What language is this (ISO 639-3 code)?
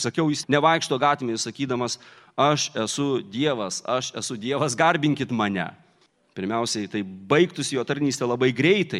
lit